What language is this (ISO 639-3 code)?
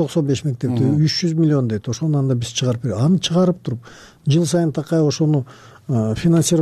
kir